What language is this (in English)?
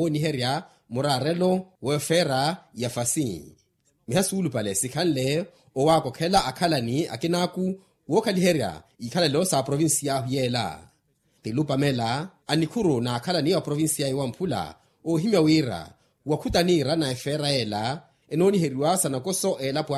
Makhuwa